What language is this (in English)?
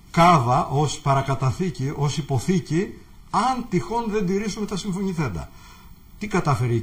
Greek